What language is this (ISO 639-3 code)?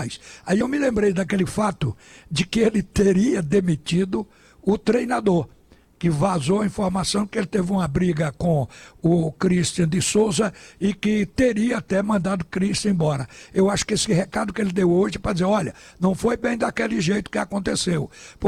por